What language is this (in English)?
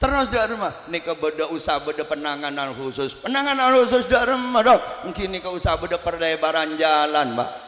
Madurese